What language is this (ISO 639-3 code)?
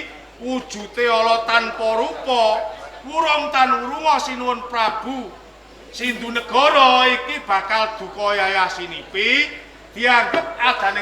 jav